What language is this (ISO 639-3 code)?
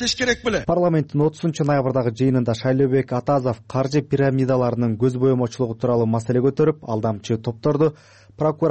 kir